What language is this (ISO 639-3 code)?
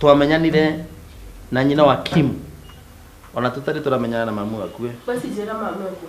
kik